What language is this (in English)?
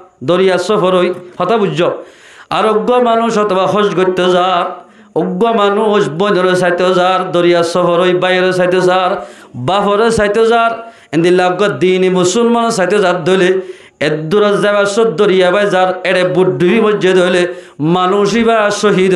Rohingya